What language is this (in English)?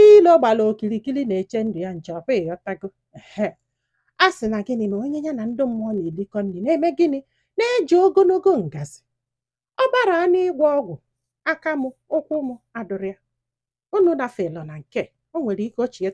Igbo